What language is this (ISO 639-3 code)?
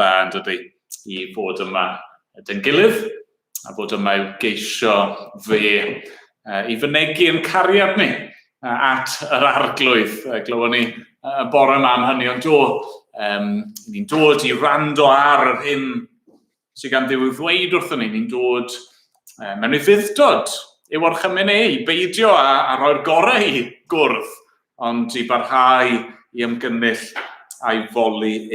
cym